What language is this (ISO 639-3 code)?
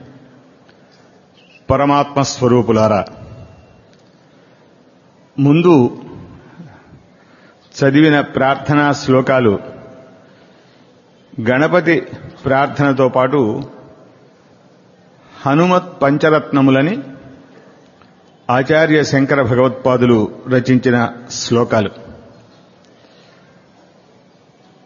tel